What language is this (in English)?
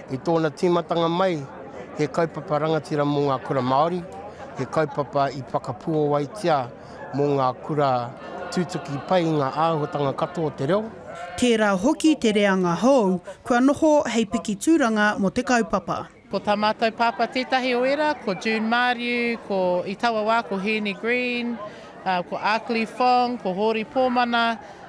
Māori